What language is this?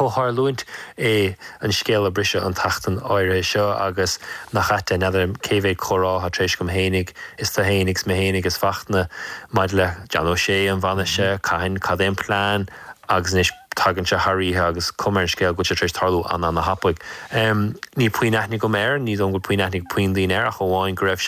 Irish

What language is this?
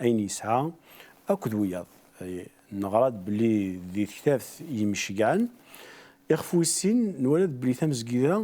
Kabyle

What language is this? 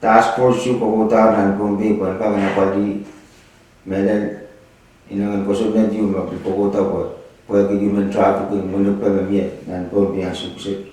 Pohnpeian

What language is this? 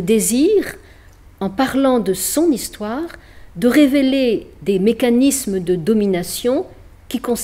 French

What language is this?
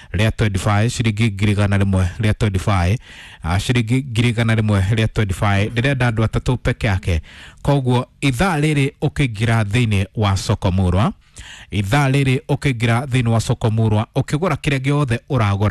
Kikuyu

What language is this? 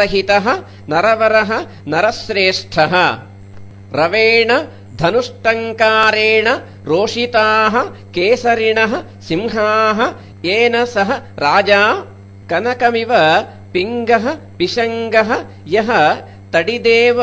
Sanskrit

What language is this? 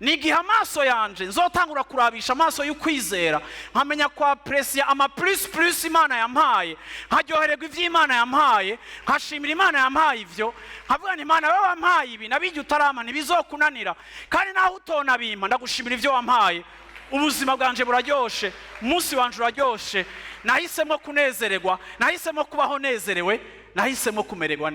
Rundi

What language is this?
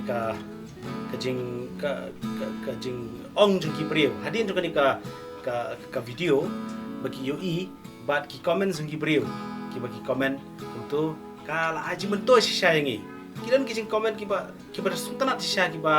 Khasi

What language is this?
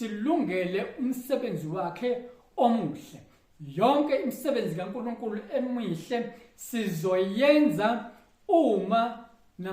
Zulu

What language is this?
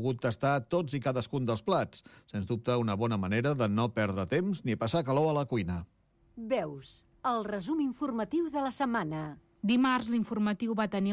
Catalan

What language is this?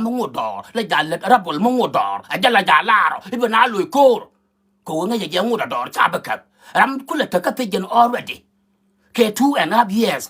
Nuer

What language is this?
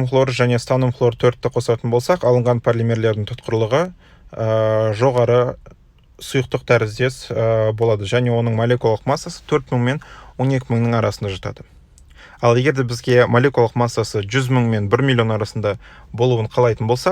Kazakh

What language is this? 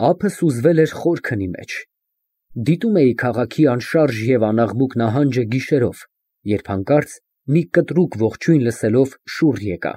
Armenian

